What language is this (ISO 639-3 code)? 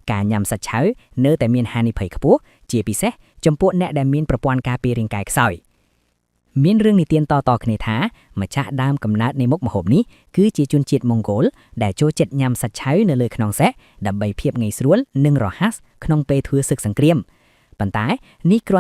khm